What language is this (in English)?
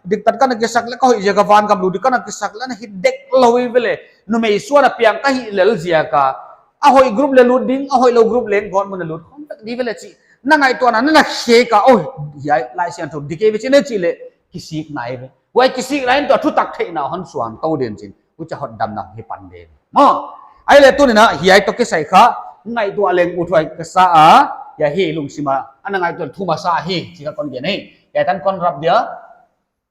Paite Chin